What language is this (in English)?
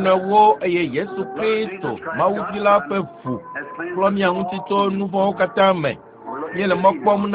Ewe